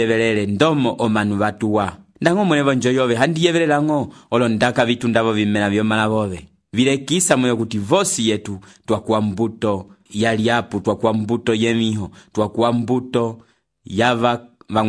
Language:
Umbundu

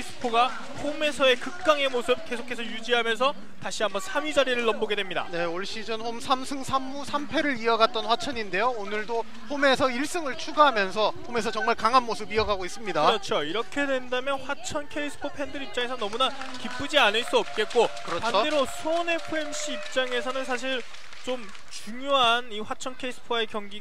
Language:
Korean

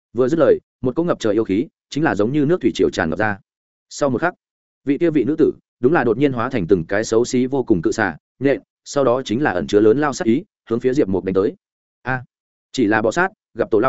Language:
Vietnamese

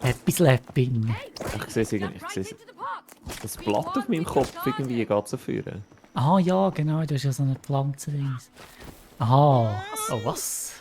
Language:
Swiss German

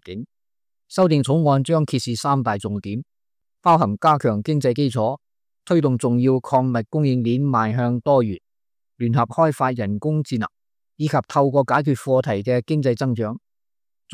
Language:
Cantonese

